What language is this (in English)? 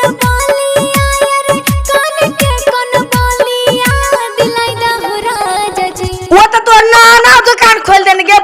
Maithili